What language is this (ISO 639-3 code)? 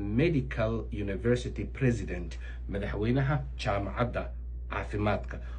som